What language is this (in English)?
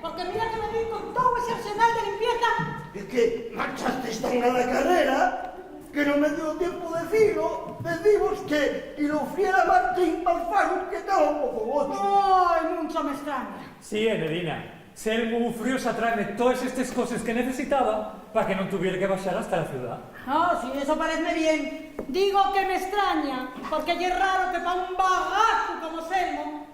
Asturian